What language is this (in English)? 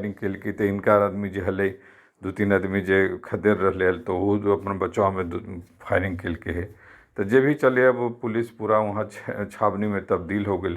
Magahi